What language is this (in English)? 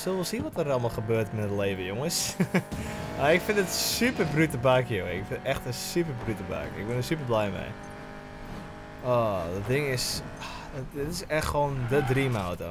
Dutch